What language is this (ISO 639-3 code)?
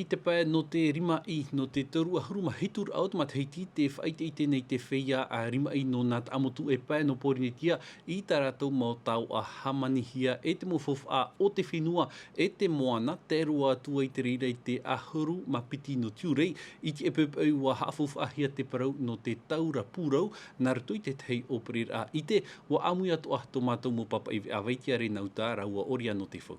tah